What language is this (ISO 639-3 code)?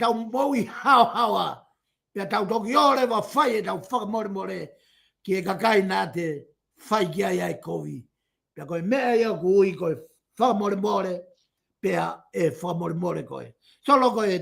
ton